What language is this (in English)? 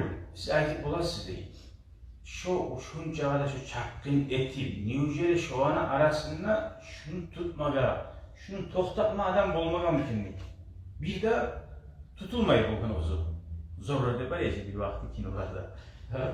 Kumyk